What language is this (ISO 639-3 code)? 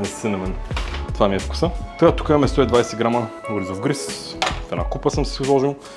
bul